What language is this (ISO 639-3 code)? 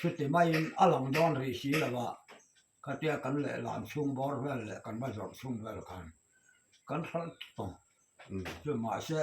lus